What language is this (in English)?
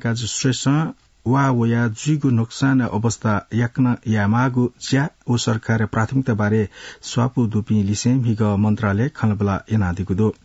Newari